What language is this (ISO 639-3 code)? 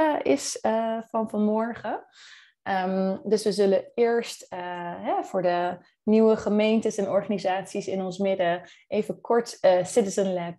nld